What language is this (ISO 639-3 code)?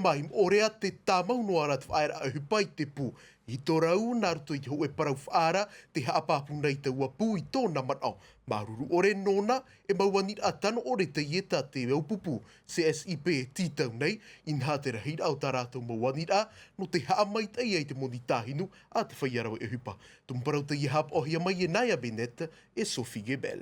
tah